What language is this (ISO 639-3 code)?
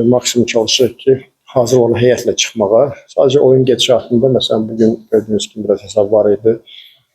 aze